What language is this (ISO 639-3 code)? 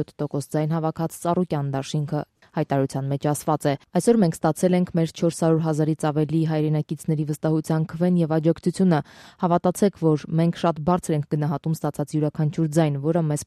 hye